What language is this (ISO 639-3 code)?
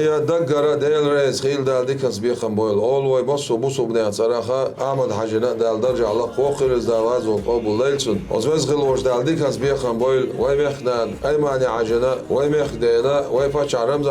che